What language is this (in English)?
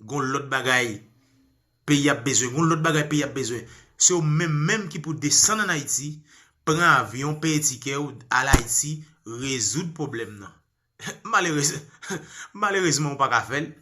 Haitian Creole